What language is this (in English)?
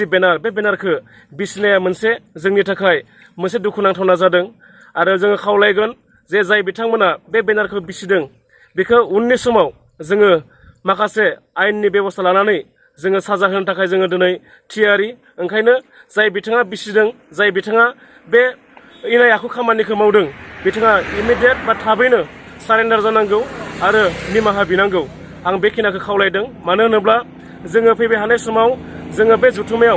Bodo